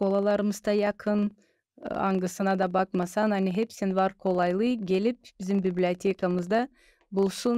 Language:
Gagauz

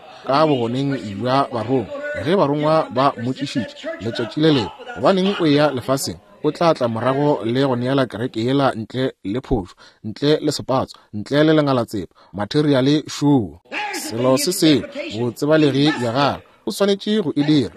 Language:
Northern Sotho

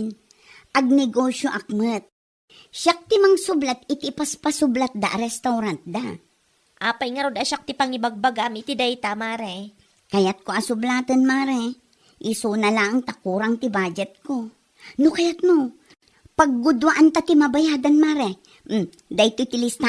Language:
Iloko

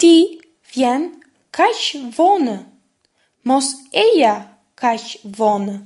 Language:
Albanian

